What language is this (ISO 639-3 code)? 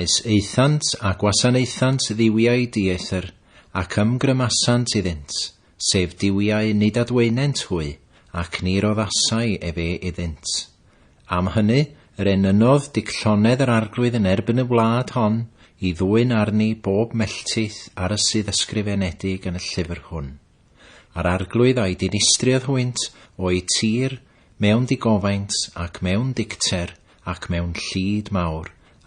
cym